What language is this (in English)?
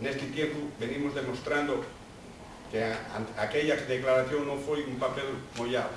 Asturian